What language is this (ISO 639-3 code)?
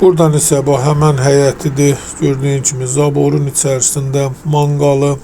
aze